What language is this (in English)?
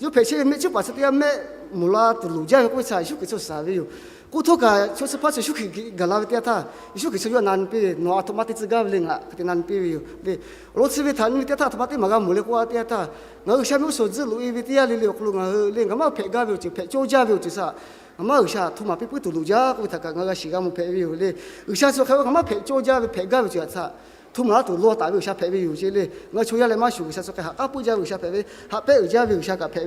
Lahu